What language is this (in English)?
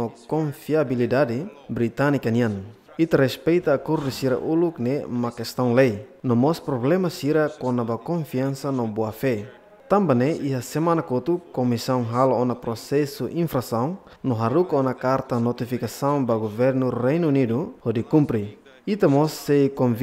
Tetum